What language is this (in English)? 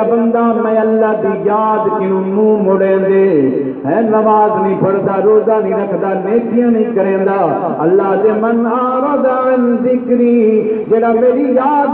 Saraiki